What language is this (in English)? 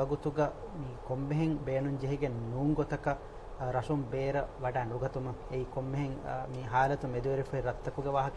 Divehi